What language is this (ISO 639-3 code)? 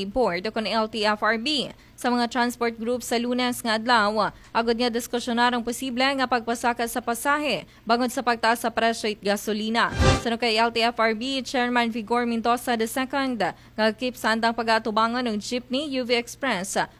akl